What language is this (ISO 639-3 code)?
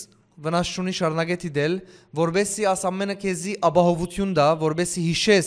hyw